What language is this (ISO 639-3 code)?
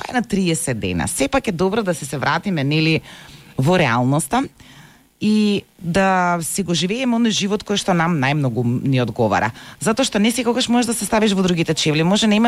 mkd